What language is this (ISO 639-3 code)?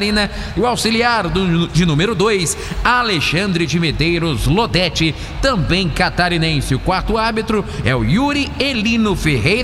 por